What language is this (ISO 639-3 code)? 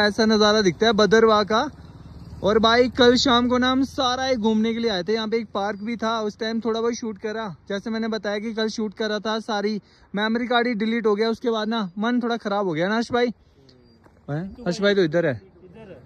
hin